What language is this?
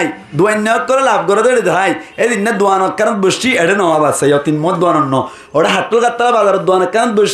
Rohingya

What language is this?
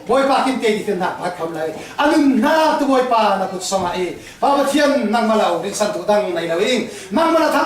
Falam Chin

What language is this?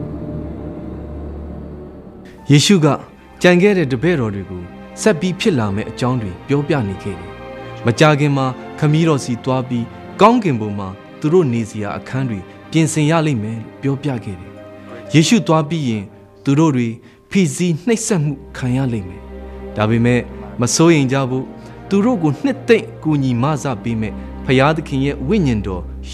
Burmese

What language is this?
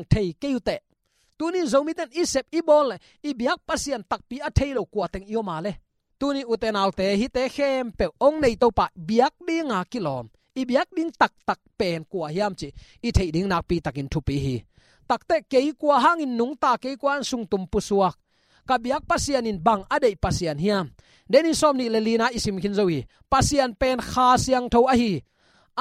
Tedim Chin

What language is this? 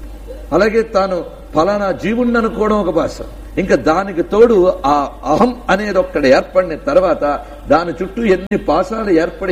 Telugu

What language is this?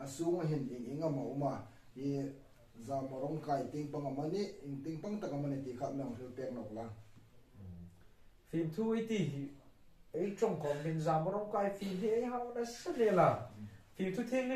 Hmar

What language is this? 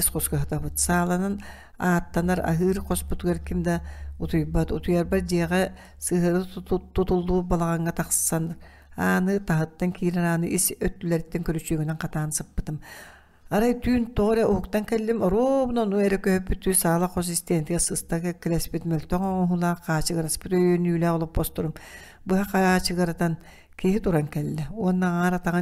Yakut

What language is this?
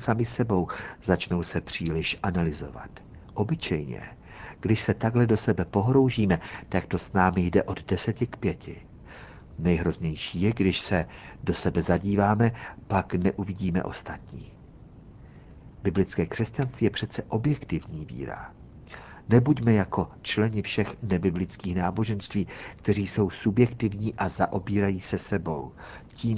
Czech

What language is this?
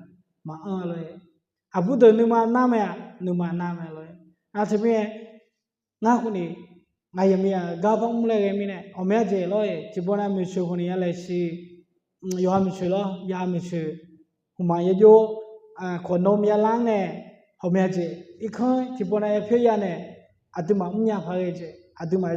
Akha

